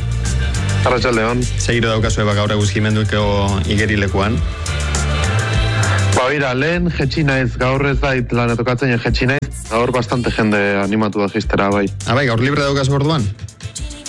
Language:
Basque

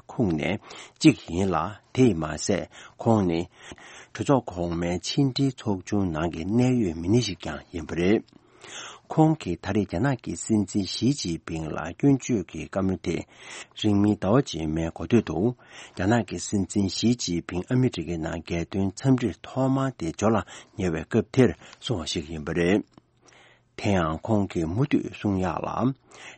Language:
Tibetan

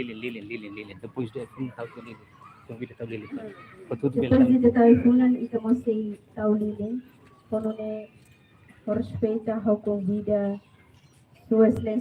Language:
Tetum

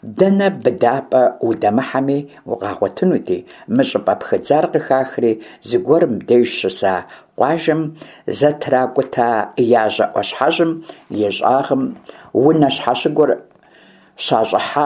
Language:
Kabardian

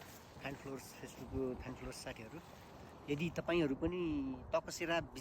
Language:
Nepali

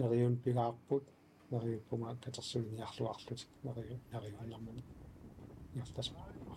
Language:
Kalaallisut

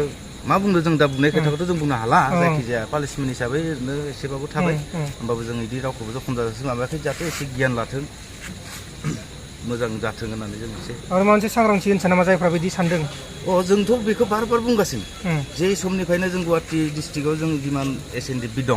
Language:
Bodo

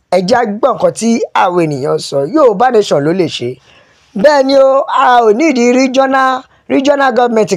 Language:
Yoruba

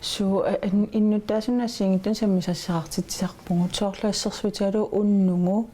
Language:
Kalaallisut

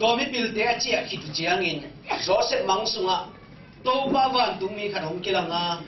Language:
Tedim Chin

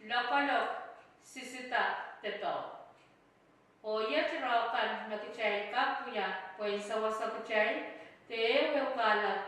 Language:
Pohnpeian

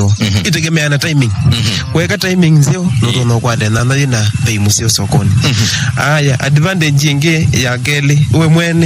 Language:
Kamba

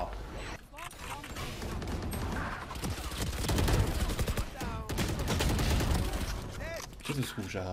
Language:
Slovak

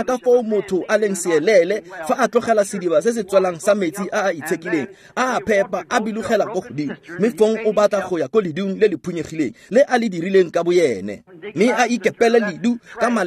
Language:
Tswana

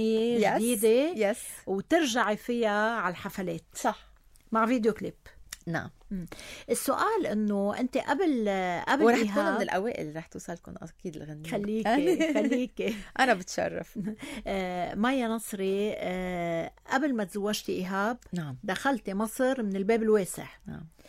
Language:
North Levantine Arabic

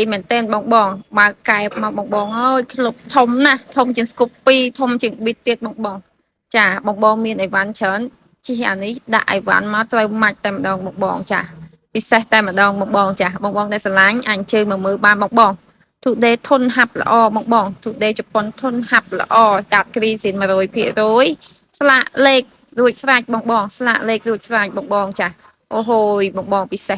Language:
Khmer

